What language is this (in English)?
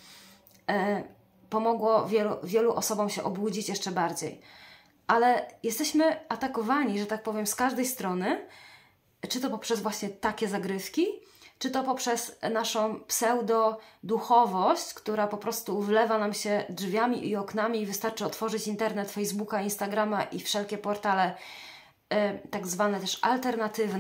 Polish